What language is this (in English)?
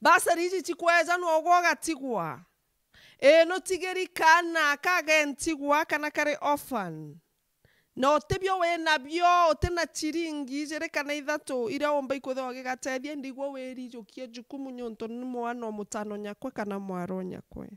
Meru